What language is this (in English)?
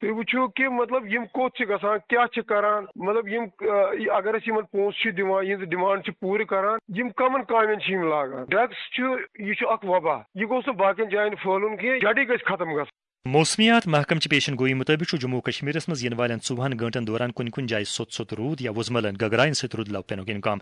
Kashmiri